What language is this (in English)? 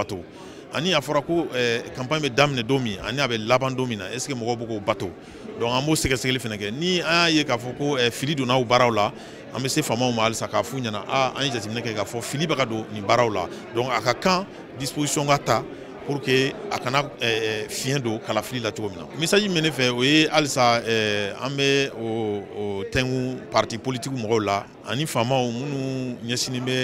Bambara